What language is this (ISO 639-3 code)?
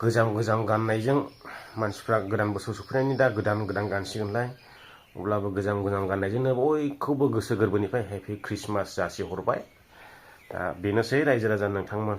brx